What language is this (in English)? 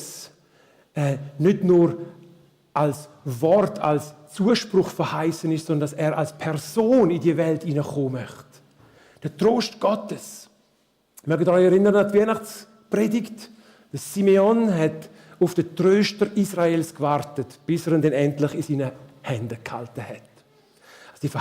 Swiss German